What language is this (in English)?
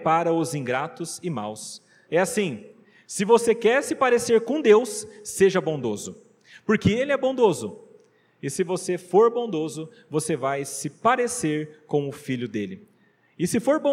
Portuguese